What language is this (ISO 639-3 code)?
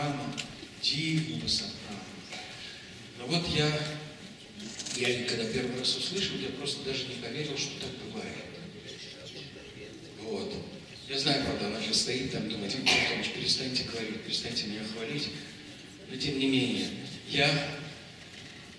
rus